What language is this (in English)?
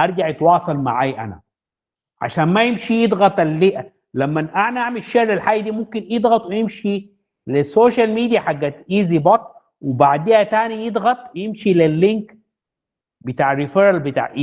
Sudanese Arabic